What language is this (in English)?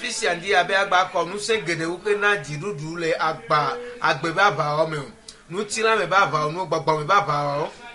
Ewe